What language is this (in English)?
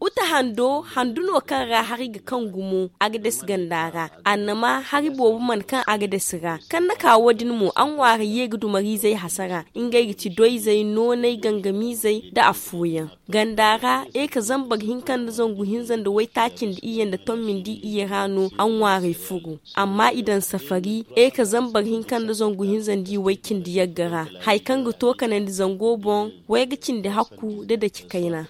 Zarma